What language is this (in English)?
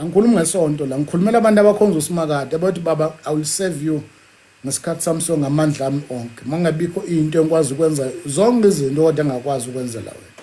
Zulu